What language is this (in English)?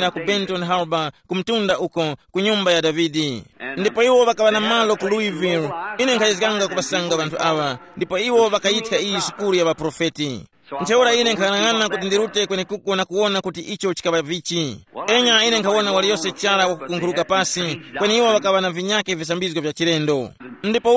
Tumbuka